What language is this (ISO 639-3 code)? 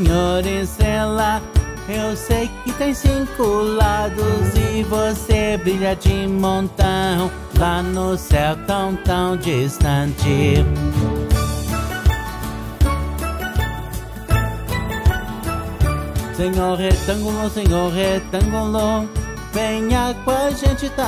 por